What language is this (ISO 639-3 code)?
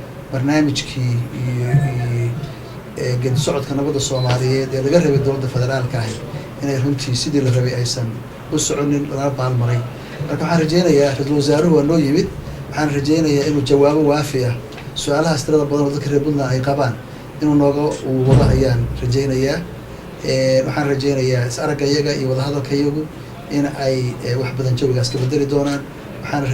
som